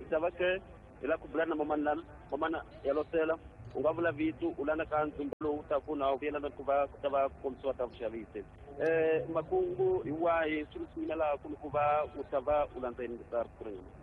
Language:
Tsonga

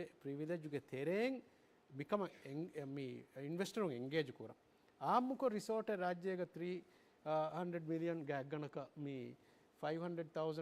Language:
Divehi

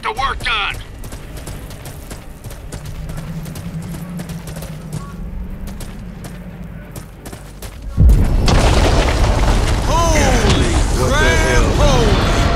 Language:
English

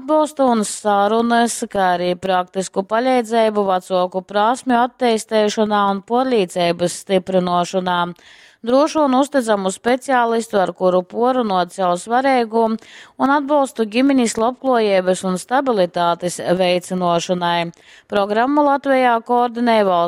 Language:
Latgalian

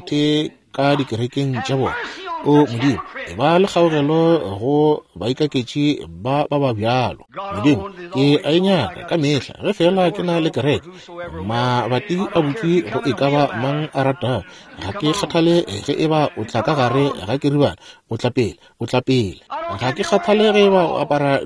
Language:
Northern Sotho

